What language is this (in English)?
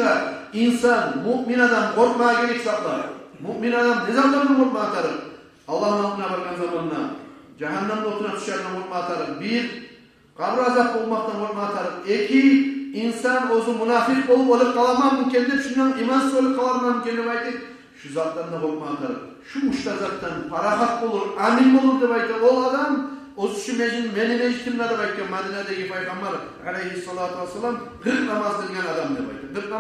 Kumyk